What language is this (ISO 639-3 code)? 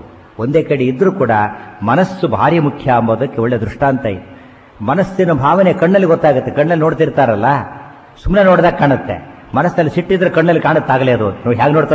kan